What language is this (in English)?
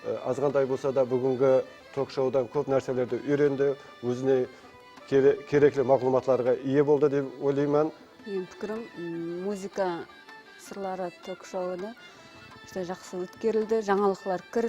Kara-Kalpak